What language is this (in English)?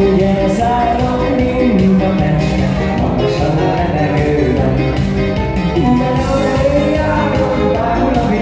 Hungarian